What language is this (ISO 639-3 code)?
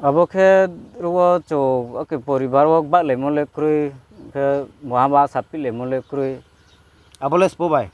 ria